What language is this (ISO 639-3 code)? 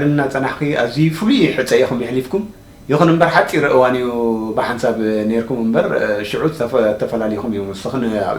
tir